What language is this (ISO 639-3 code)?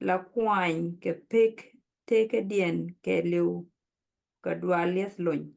nus